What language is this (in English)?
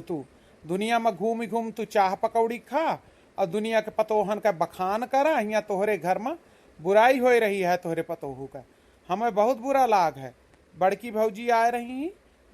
Awadhi